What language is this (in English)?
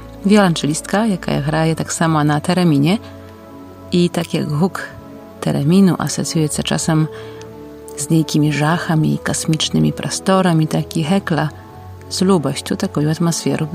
Polish